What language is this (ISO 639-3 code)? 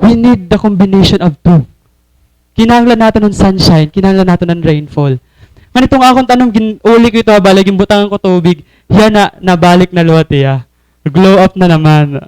war